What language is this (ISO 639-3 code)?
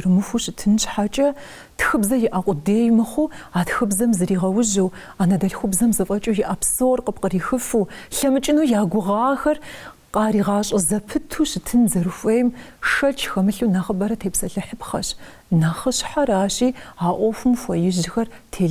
kbd